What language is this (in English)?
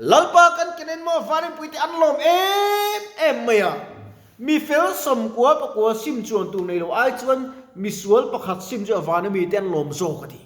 Mizo